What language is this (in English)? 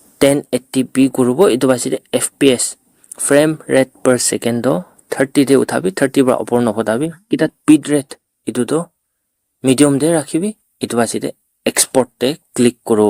Naga Pidgin